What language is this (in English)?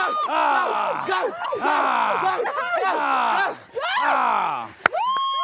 Afrikaans